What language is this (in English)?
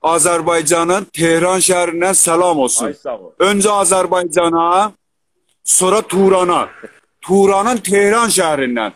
South Azerbaijani